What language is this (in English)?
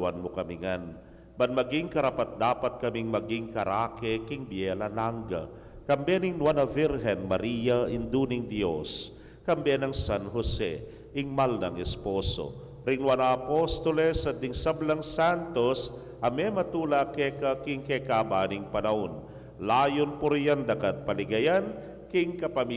Pampanga